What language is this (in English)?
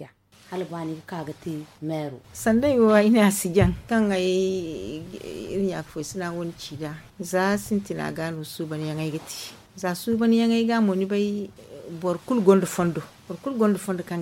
Zarma